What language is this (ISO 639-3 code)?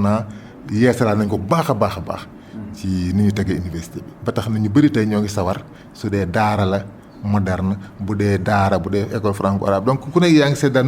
wol